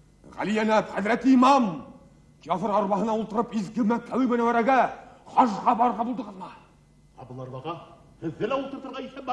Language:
Bashkir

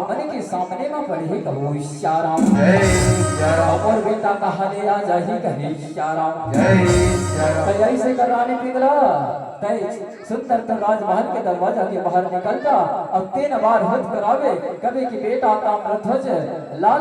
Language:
Chhattisgarhi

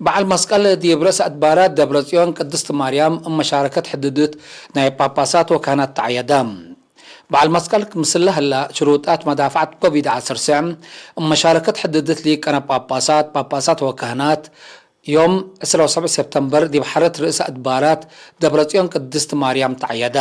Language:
Tigre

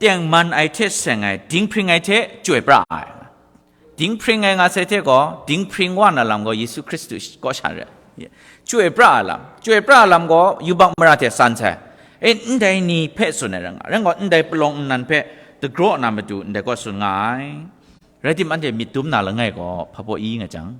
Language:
Kachin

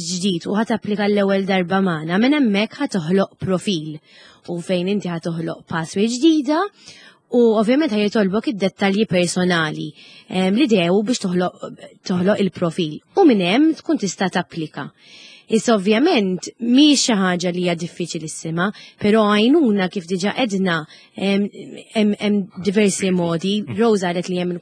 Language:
Maltese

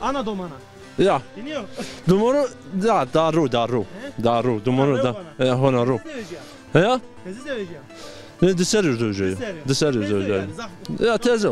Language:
Zaza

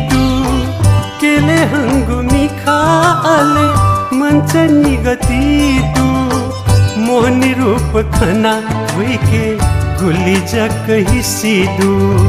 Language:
Newari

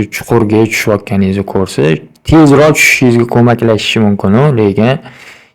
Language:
Uzbek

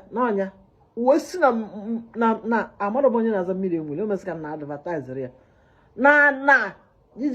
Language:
Igbo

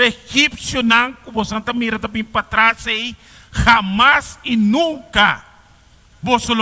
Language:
Papiamento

